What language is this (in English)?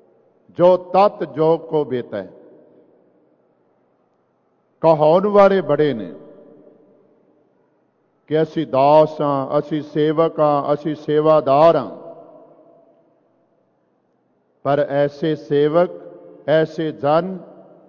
Punjabi